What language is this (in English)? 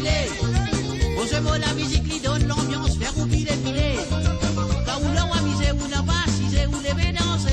Morisyen